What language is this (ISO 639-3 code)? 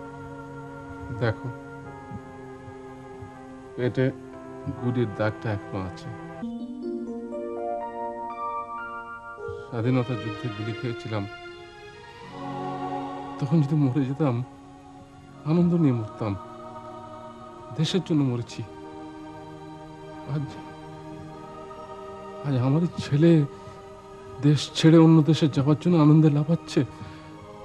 ben